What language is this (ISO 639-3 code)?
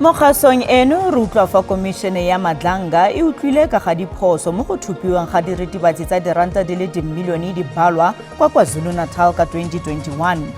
tsn